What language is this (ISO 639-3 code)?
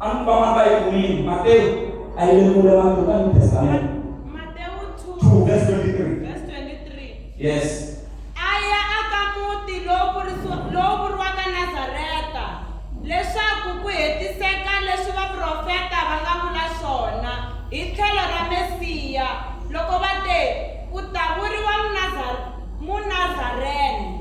tso